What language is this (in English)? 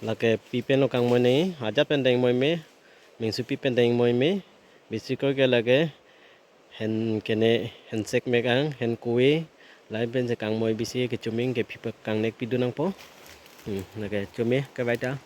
Karbi